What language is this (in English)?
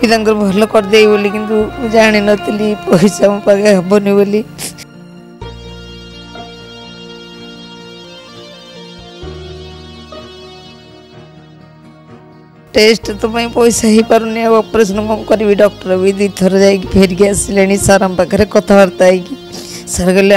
Odia